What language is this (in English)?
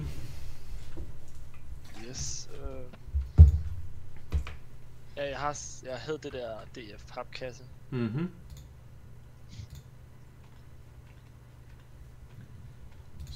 Danish